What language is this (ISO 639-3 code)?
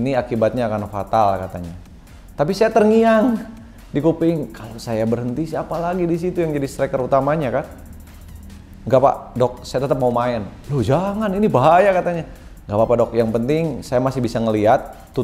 ind